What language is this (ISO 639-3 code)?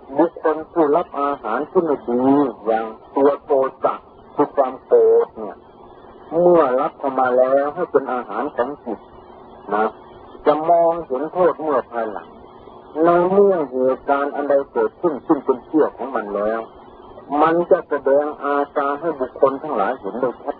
tha